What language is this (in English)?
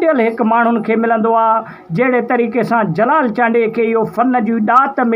Sindhi